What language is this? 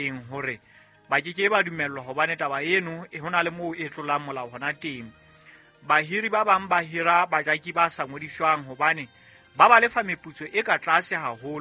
Southern Sotho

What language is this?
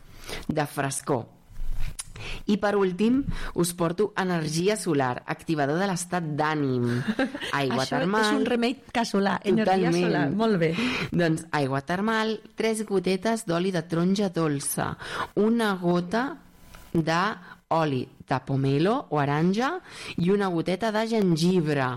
Catalan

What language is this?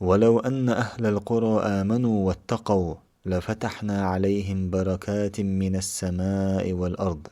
Chechen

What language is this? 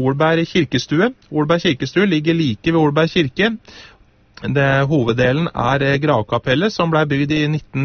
Norwegian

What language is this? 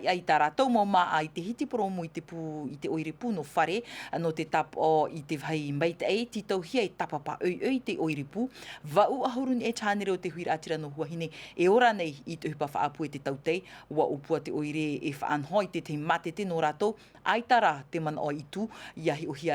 Tahitian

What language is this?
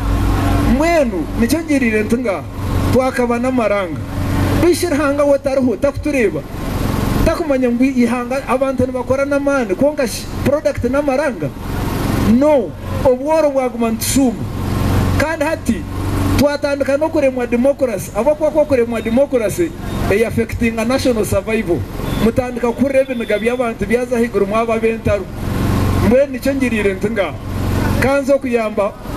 Nyankole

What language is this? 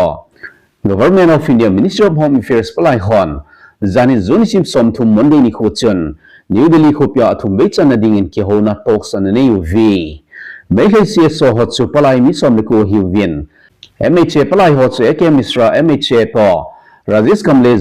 Thado Chin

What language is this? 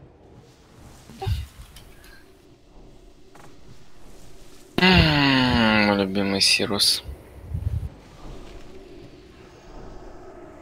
Russian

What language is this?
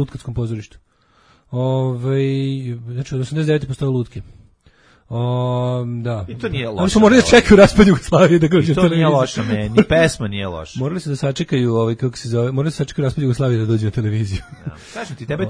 Serbian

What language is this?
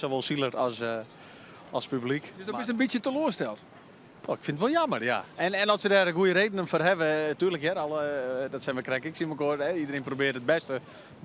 Western Frisian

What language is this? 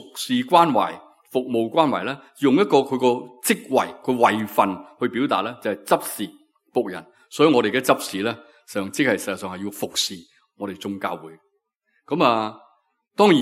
Cantonese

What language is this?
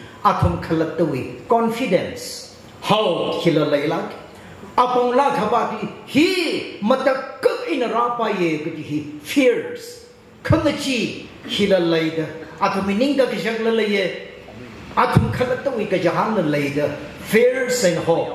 Tangkhul Naga (India)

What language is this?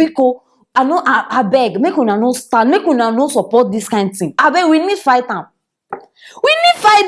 Nigerian Pidgin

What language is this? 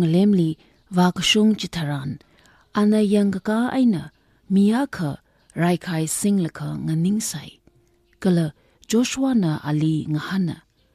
Tangkhul Naga (India)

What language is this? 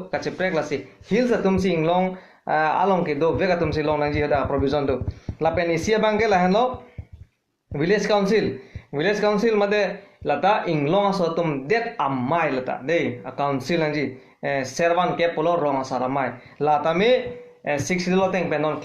Karbi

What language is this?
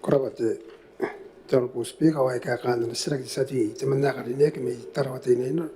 Gilbertese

